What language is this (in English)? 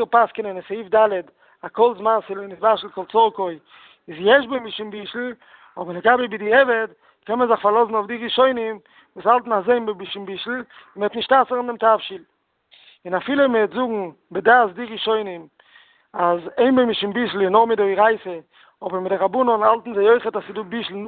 Yiddish